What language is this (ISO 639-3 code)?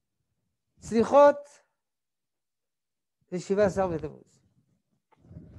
heb